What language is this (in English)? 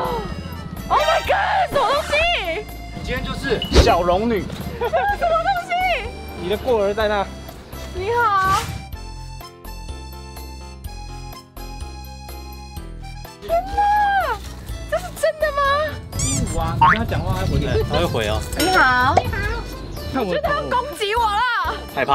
Chinese